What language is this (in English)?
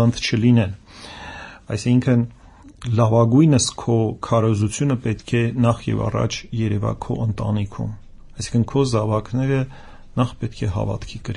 Armenian